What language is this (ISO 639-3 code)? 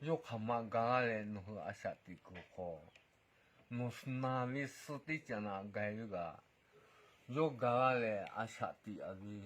lhu